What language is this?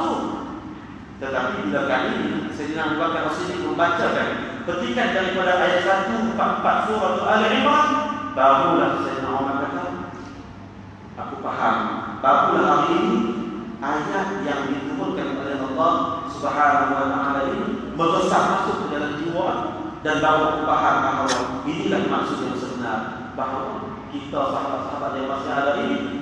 Malay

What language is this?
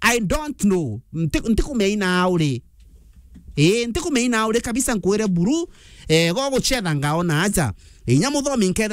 Meru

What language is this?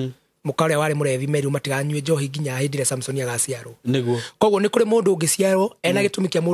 Kikuyu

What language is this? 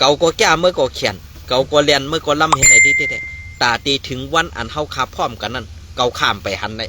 Shan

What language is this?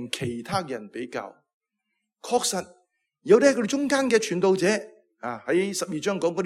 Cantonese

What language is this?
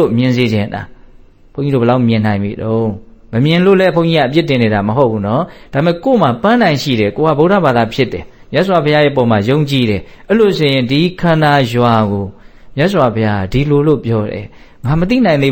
Burmese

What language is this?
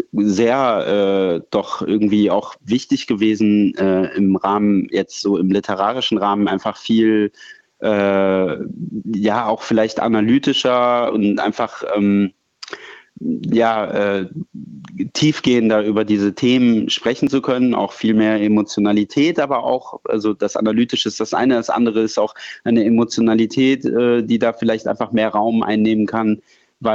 German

